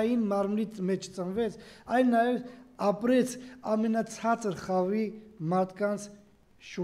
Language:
Armenian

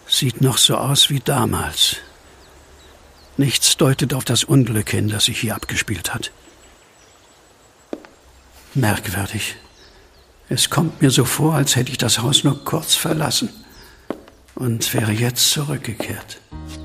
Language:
German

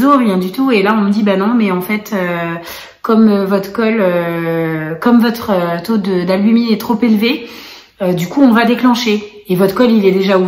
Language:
French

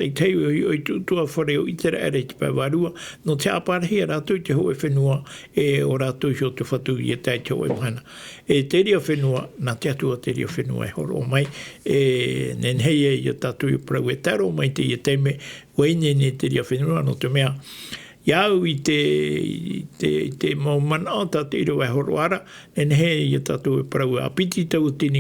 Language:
Tahitian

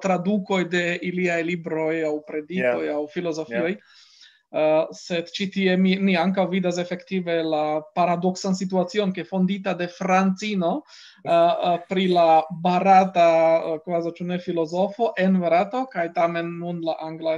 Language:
Esperanto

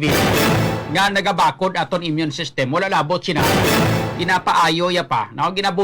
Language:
Hiligaynon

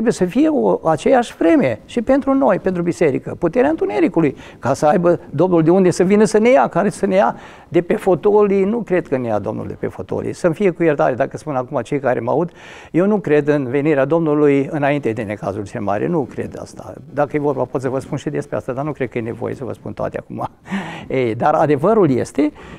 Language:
Romanian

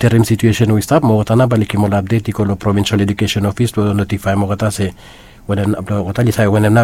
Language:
Bislama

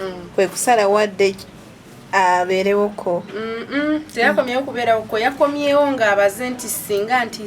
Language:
Ganda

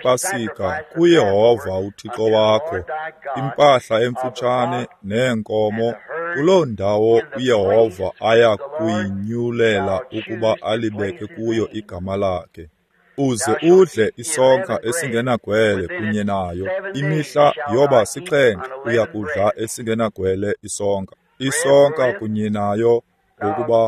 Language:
Xhosa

